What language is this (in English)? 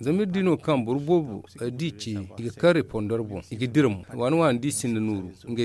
Zarma